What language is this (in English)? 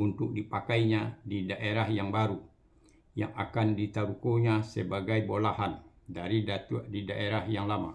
Minangkabau